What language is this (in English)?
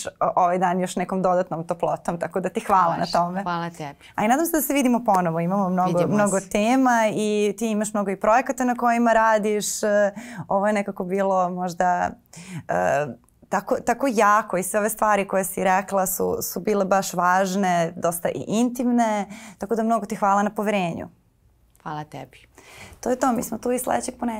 Serbian